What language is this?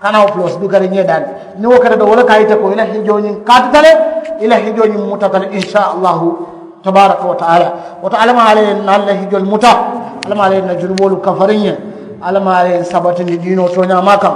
Mandingo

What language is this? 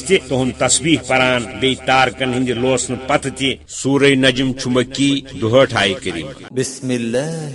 Kashmiri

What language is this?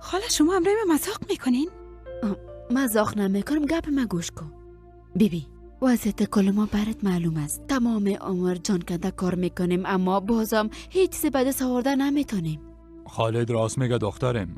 Persian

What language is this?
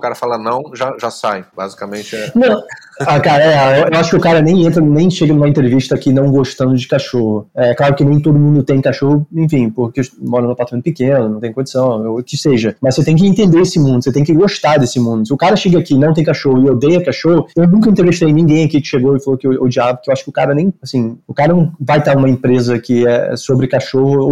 Portuguese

